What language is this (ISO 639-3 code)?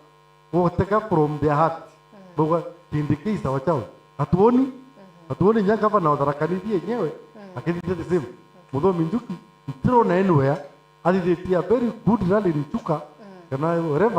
mer